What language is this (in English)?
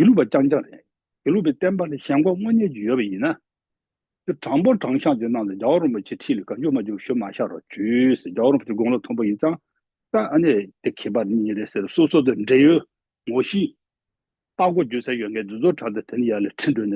Tibetan